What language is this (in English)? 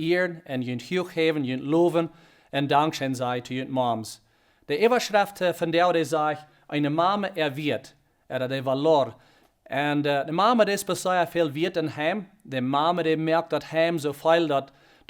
Plautdietsch